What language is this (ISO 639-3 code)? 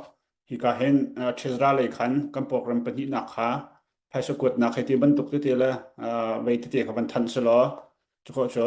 cnh